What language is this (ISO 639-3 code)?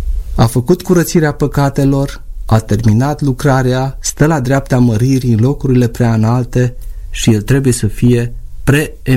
ron